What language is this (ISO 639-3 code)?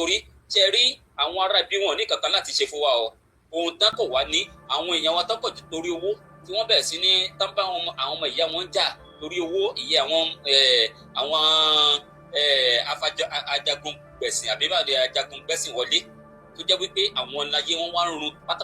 yor